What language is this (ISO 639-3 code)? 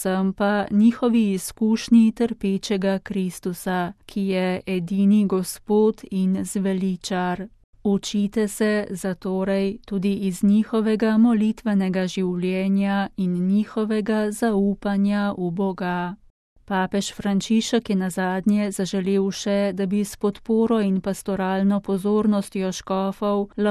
slv